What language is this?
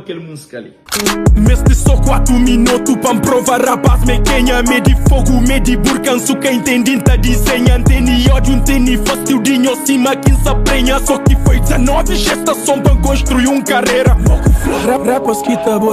Kabuverdianu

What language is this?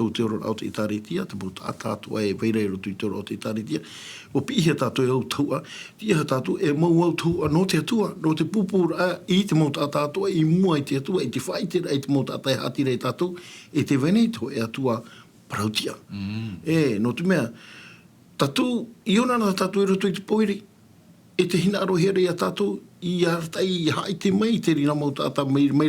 Tahitian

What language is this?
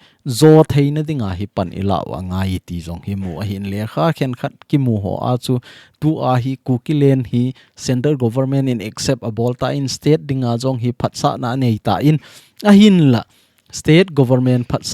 Thado Chin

